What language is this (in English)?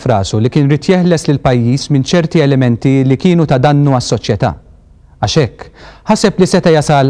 Maltese